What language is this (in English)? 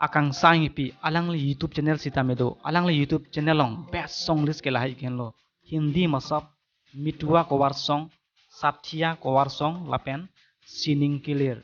Karbi